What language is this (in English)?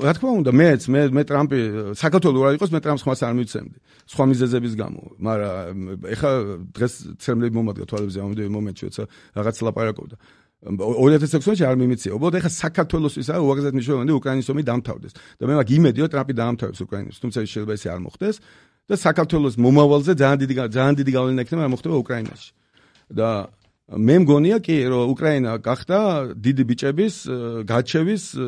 Georgian